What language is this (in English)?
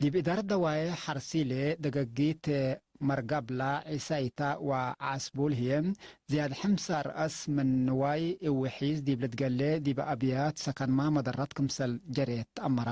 Tigre